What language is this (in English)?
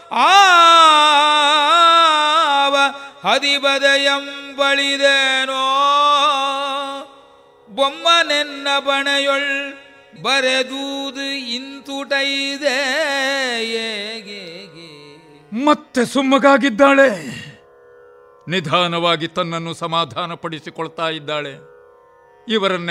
Kannada